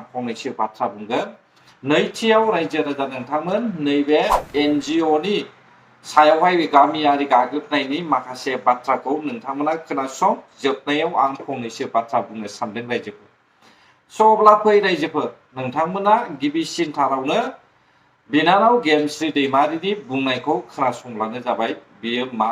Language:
Bodo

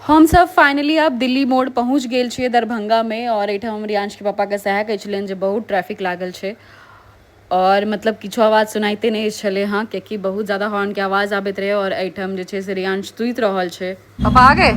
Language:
Maithili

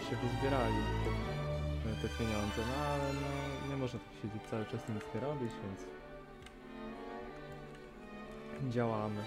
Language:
Polish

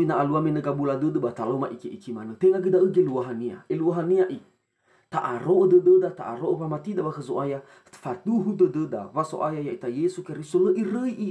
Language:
Nias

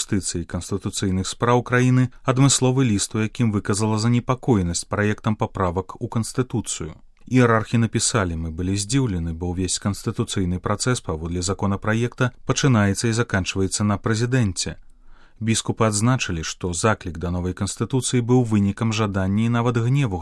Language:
Belarusian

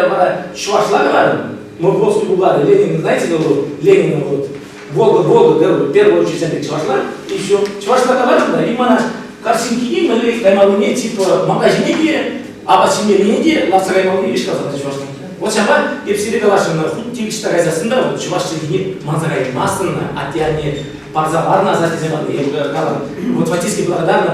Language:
Chuvash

